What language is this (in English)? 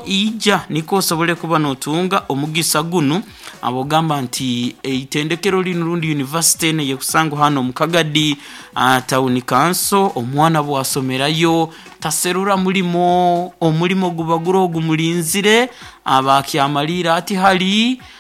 Nyoro